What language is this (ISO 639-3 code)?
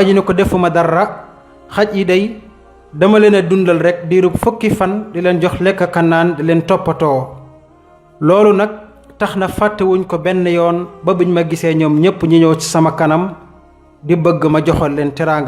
wol